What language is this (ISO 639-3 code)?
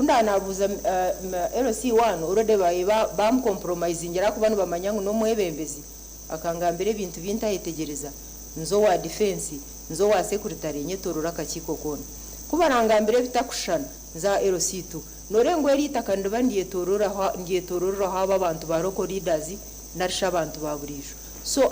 nyn